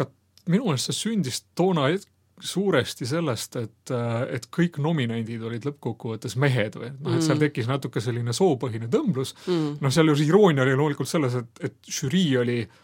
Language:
Estonian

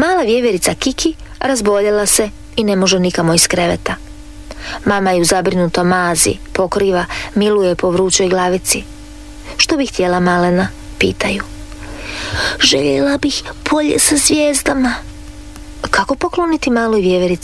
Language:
Croatian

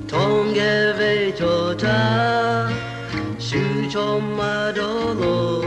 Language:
Lahu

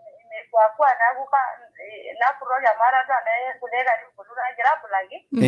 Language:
Masai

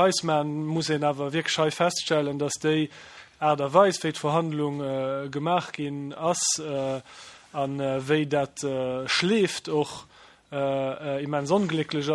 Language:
Luxembourgish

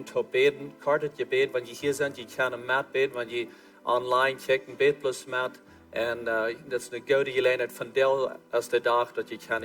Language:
Plautdietsch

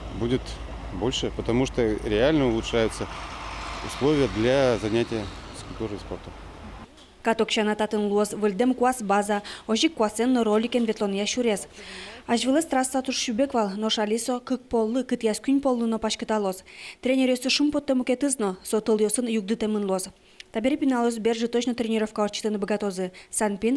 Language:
Udmurt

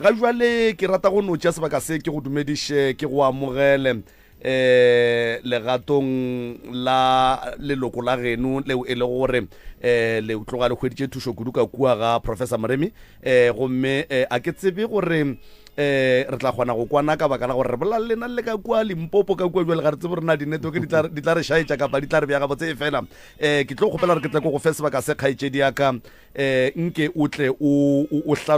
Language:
Northern Sotho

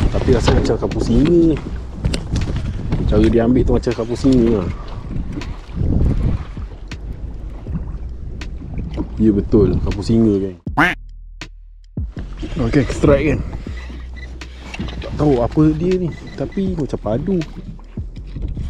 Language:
Malay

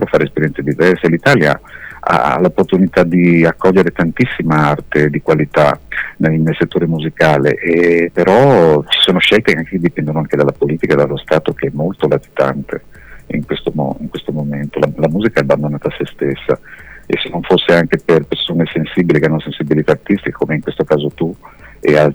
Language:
Italian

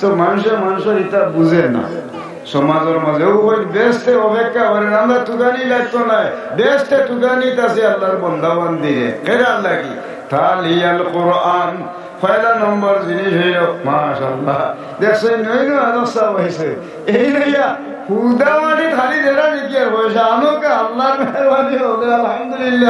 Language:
Sylheti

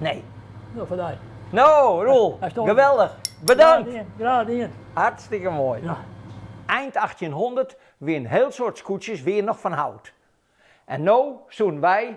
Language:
Western Frisian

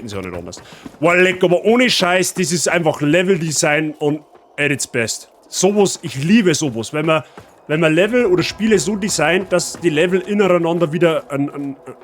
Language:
Bavarian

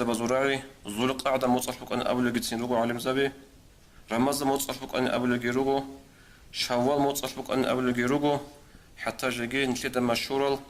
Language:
Avaric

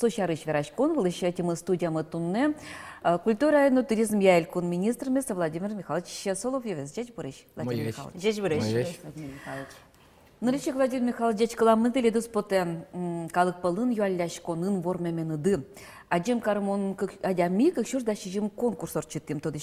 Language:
Udmurt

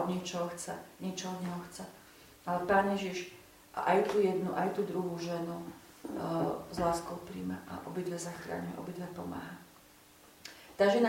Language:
Slovak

